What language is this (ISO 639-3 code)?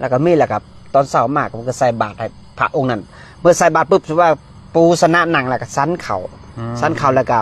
lao